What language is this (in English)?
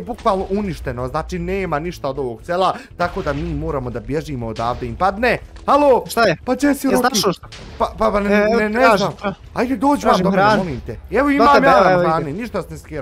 Bosnian